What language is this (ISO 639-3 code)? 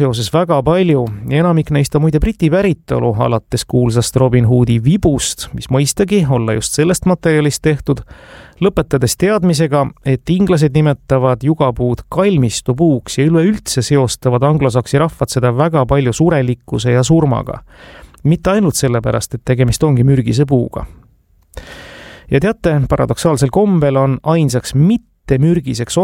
est